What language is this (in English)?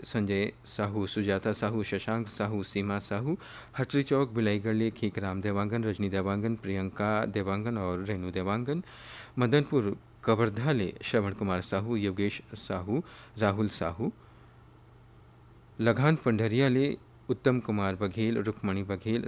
Chhattisgarhi